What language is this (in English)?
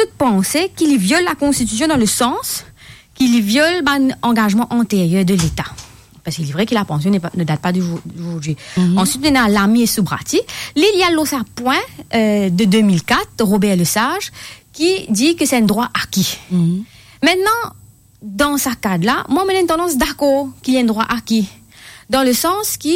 French